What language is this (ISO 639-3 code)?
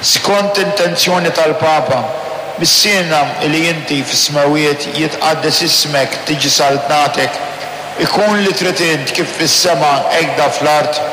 mlt